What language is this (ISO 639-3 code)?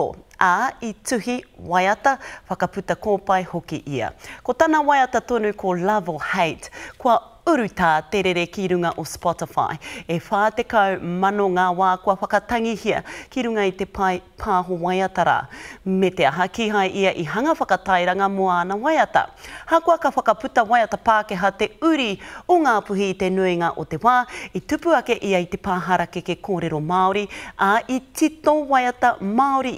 mri